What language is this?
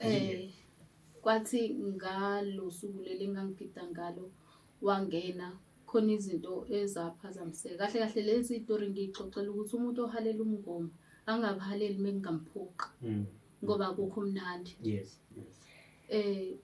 Zulu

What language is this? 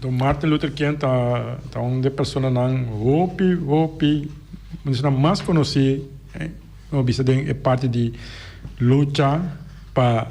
Papiamento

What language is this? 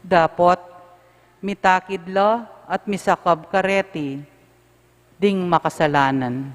Pampanga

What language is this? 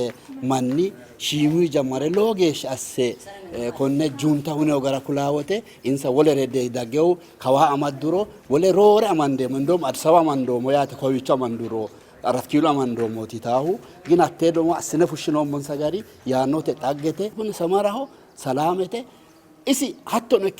Sidamo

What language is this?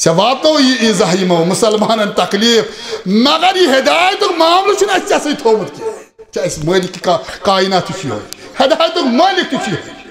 Kashmiri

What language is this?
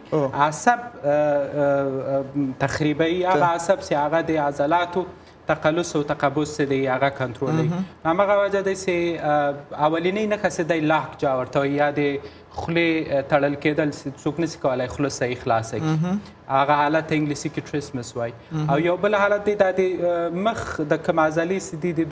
Pashto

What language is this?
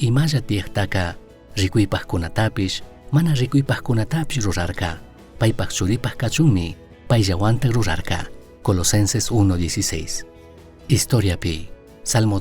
Chimborazo Highland Quichua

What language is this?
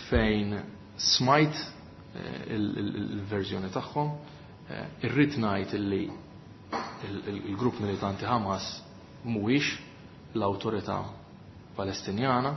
Maltese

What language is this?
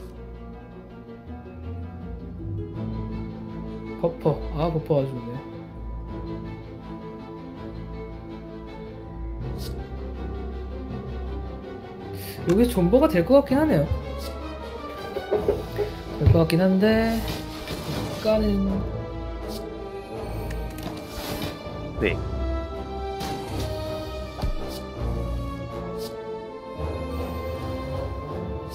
Korean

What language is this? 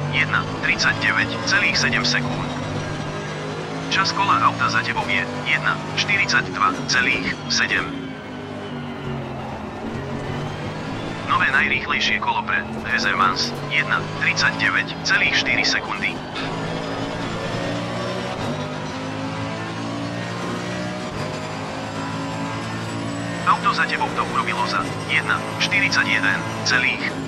Slovak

